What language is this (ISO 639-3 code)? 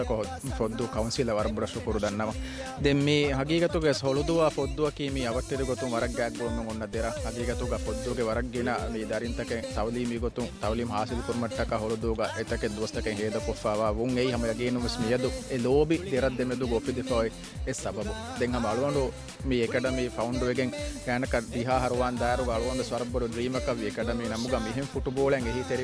div